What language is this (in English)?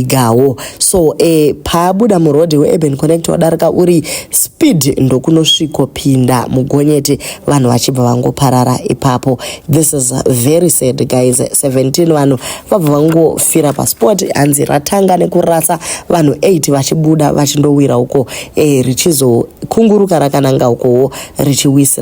Shona